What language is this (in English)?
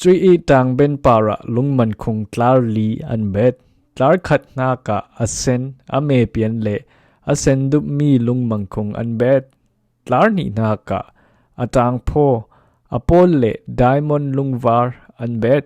Falam Chin